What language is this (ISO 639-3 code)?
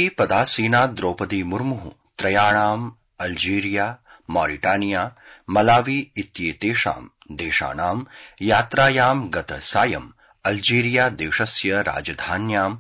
san